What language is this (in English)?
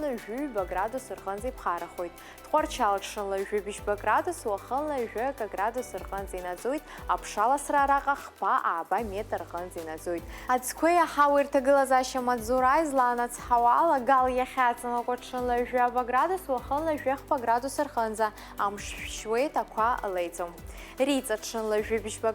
Abkhazian